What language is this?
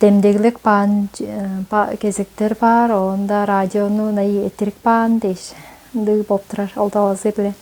Tuvinian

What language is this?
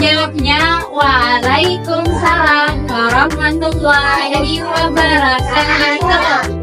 Banjar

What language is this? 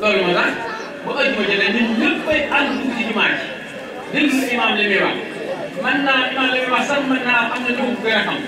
Wolof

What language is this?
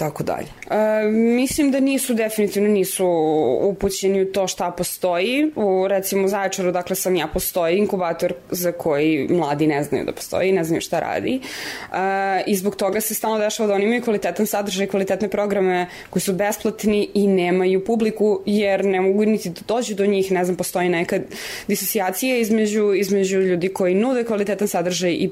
Serbian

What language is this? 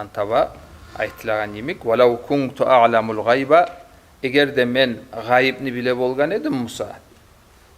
Kumyk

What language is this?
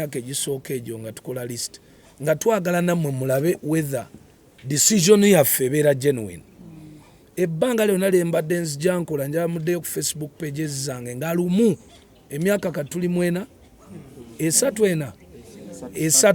Ganda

